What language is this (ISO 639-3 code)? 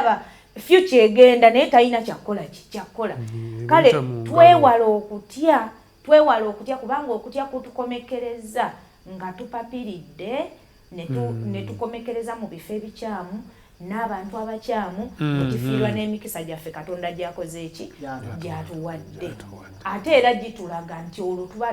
lug